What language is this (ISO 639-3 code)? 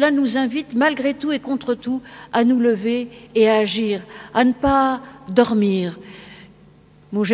fra